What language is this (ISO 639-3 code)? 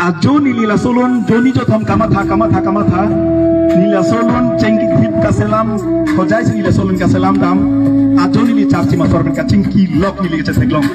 mjw